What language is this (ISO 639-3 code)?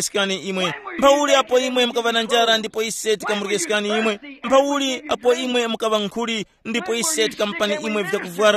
tum